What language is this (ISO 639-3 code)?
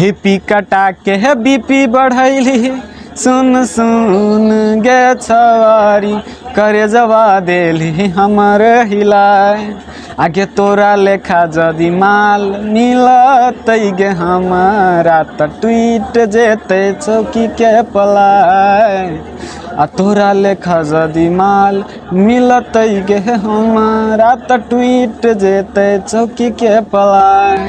mai